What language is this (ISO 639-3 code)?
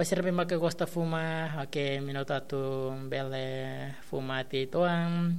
tet